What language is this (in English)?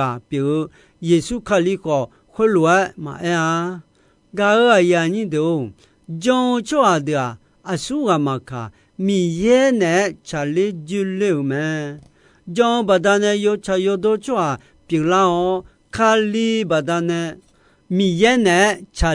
Akha